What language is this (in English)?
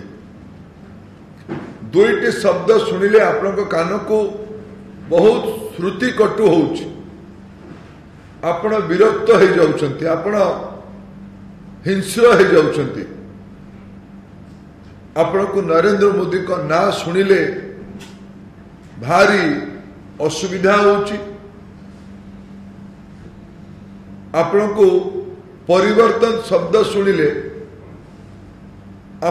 Odia